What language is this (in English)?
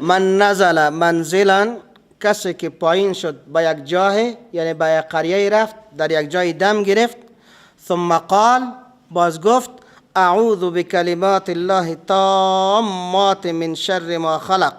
Persian